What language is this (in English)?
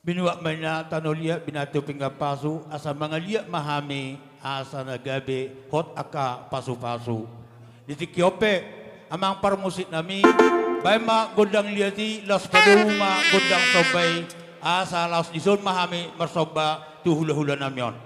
Batak Toba